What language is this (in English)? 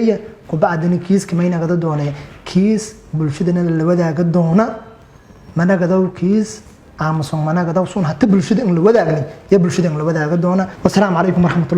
Somali